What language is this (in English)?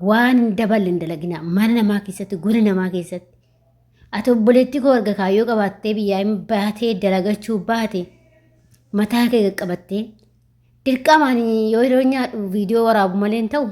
Oromo